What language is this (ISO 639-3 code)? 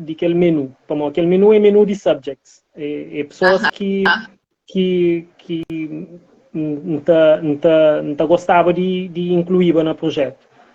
kea